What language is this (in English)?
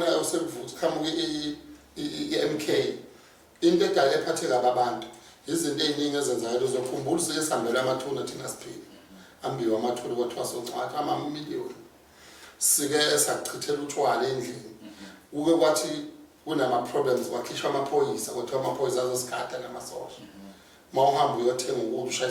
Zulu